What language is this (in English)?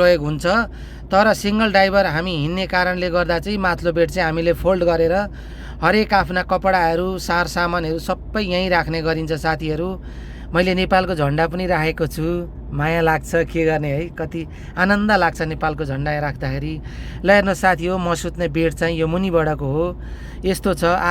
Nepali